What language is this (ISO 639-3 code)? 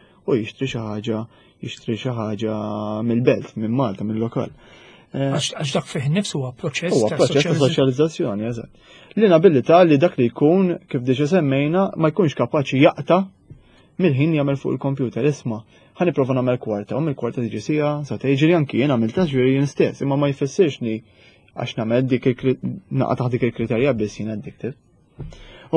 mlt